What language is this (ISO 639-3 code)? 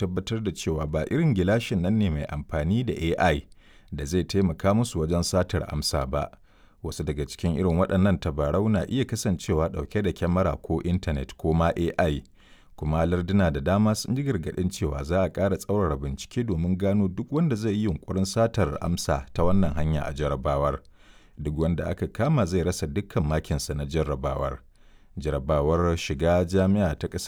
hau